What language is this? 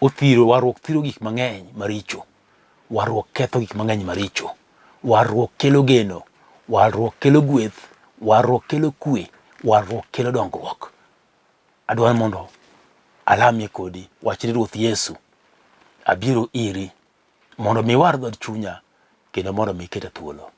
Luo (Kenya and Tanzania)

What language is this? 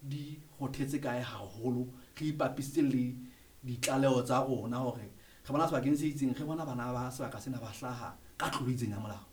Southern Sotho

